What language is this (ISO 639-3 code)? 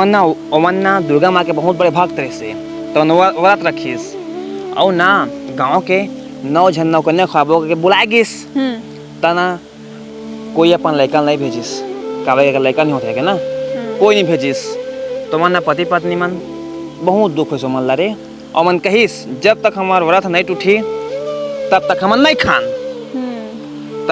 hne